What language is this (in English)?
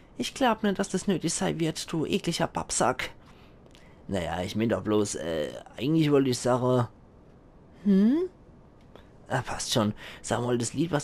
Palatine German